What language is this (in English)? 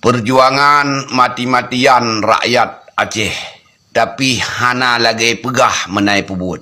Achinese